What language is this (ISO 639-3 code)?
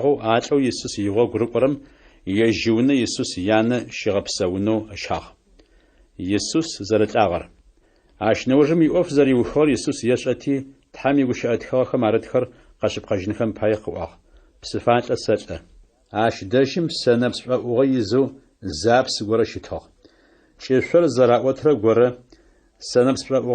ady